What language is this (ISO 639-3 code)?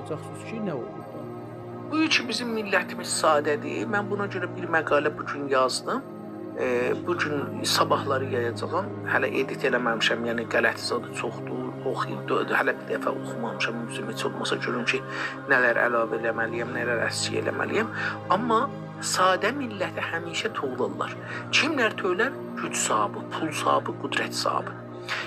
azb